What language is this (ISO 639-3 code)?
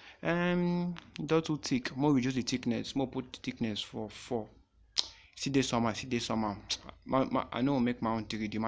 pcm